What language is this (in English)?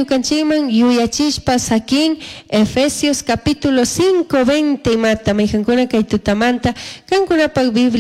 Chimborazo Highland Quichua